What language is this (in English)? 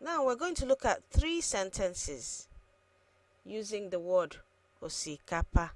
Igbo